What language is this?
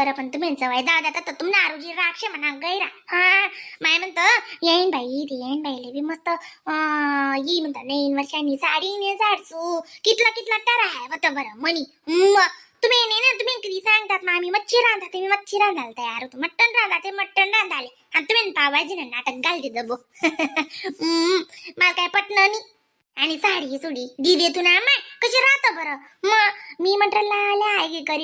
Khandesi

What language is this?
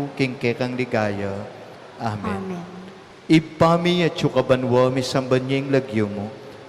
Pampanga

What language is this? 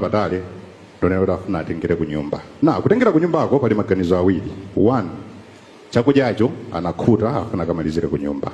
Nyanja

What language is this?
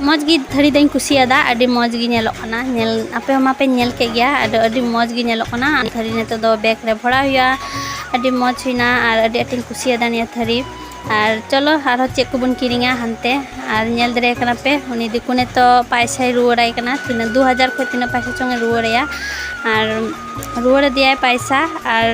Santali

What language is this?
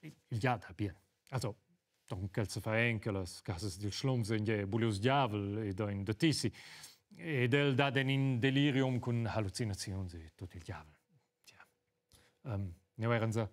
Romansh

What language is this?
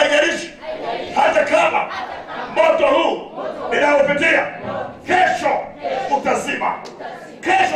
Swahili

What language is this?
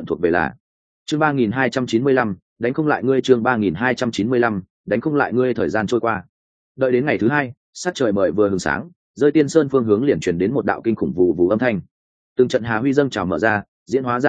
Vietnamese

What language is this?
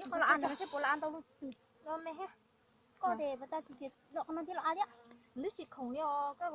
Hmong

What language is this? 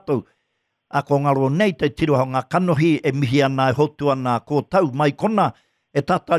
Māori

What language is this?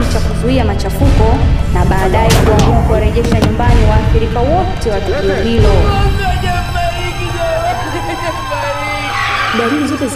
Swahili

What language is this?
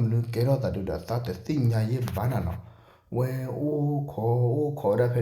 S'gaw Karen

